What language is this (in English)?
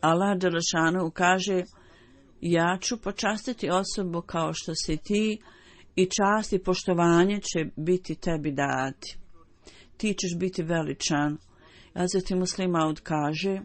Bosnian